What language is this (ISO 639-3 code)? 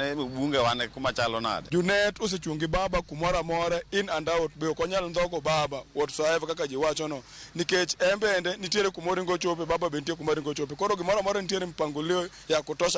luo